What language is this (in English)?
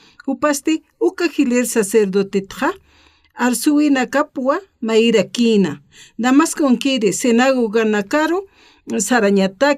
Aymara